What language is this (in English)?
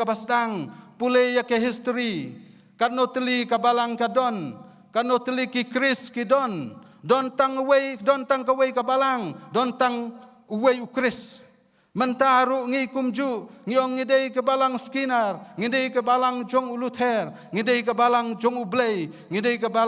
Khasi